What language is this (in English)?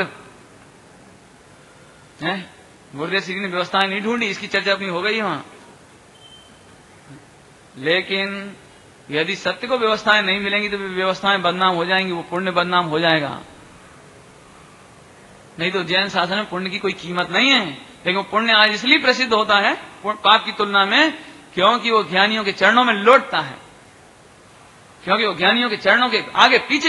Hindi